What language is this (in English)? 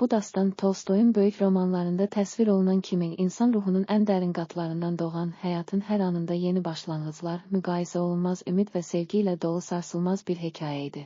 Azerbaijani